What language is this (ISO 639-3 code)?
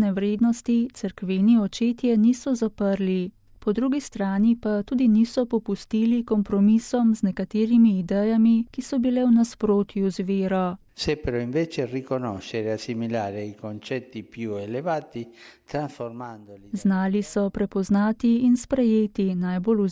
slv